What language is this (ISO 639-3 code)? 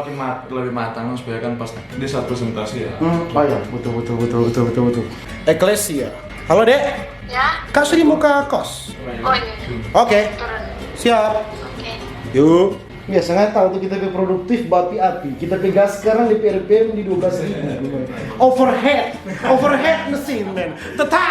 xmm